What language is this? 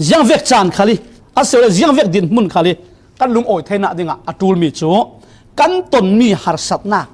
Falam Chin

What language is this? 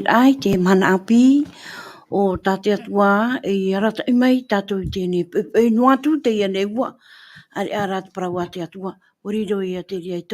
Tahitian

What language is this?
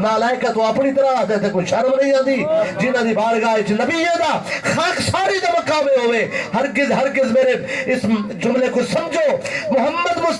Saraiki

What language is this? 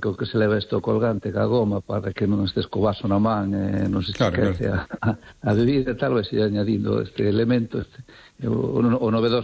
Galician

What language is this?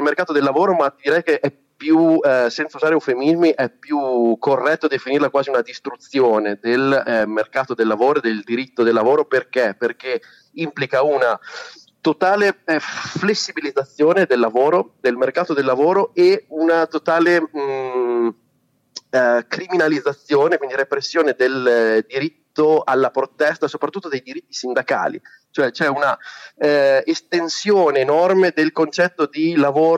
Italian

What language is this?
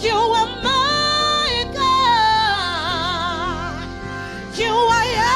Venda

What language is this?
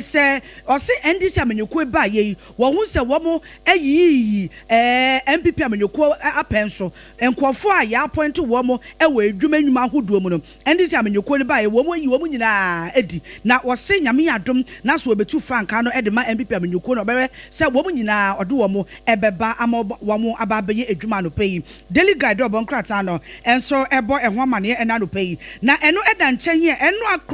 Akan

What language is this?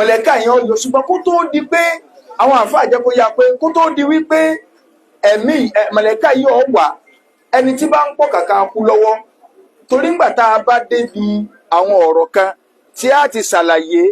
Yoruba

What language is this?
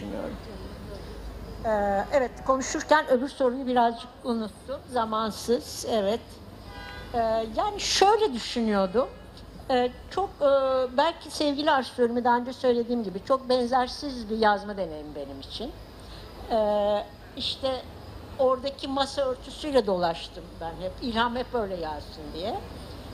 Turkish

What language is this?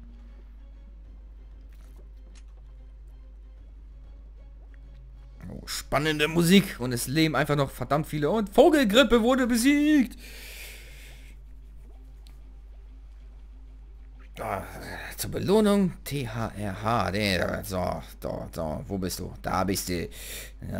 German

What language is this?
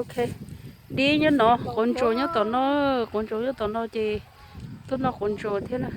Hmong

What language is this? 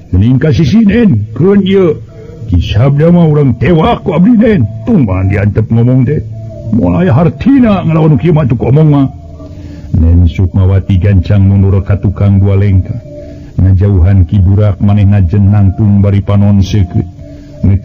Sundanese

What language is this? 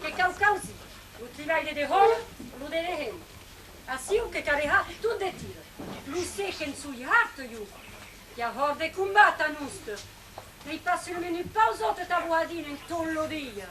Occitan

